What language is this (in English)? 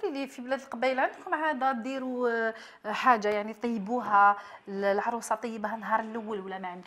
Algerian Arabic